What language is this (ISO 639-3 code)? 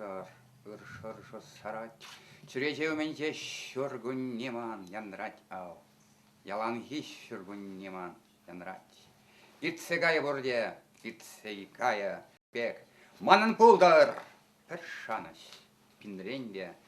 chv